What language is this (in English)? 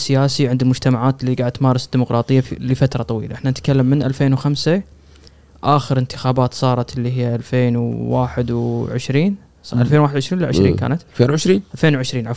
Gulf Arabic